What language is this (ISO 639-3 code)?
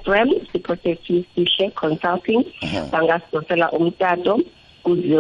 nbl